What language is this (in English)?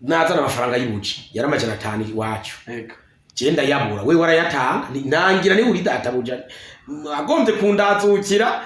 Rundi